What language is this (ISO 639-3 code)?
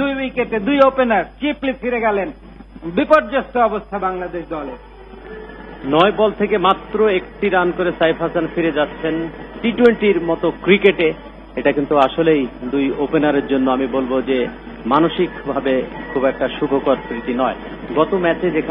ben